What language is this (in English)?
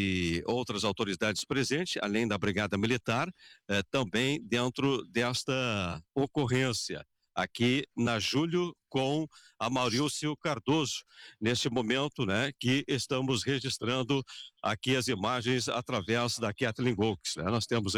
Portuguese